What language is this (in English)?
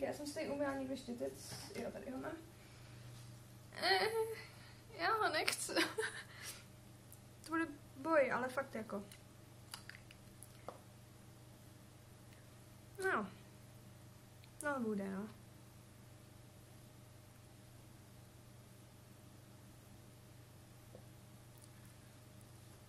Czech